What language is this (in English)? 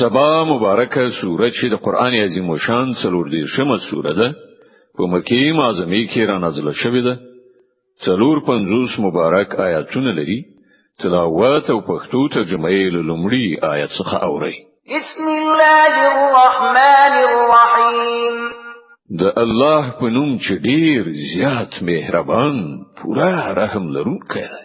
Pashto